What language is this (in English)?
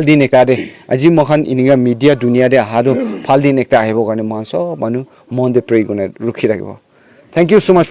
Naga Pidgin